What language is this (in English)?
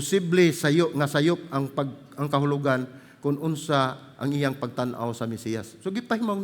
Cebuano